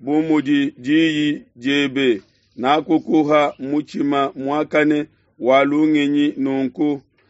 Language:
Luba-Lulua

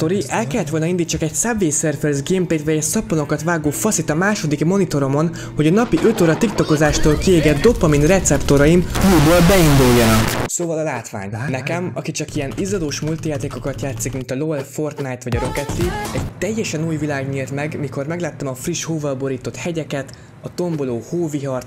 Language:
Hungarian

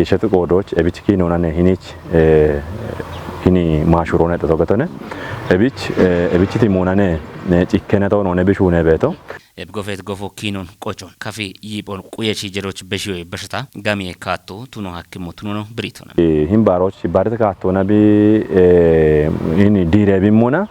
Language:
Kafa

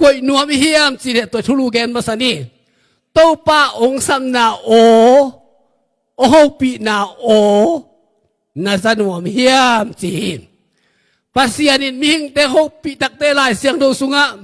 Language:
Tedim Chin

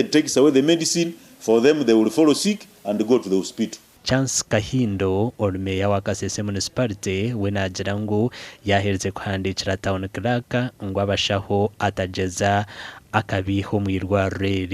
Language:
Nyankole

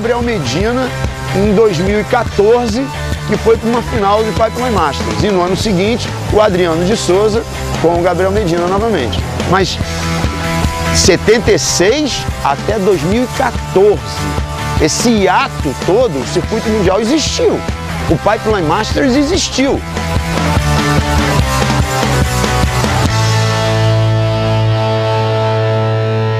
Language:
Portuguese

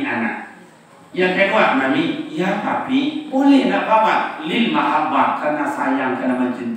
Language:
Minangkabau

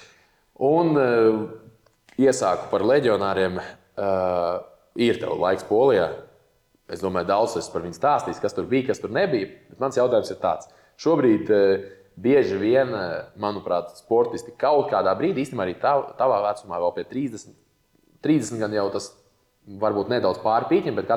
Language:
Latvian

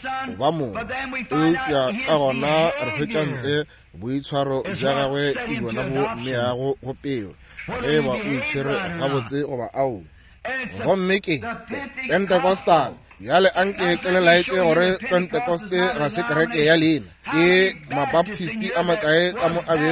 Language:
Northern Sotho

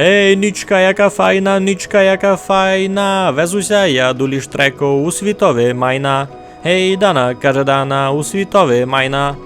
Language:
Rusyn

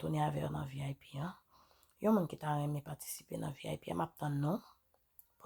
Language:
Haitian Creole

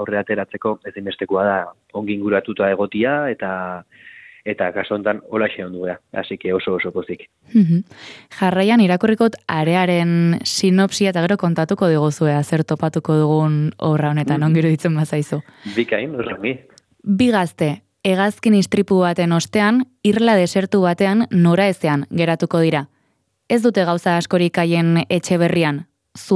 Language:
Basque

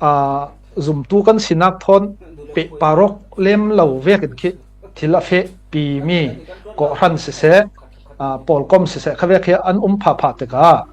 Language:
Falam Chin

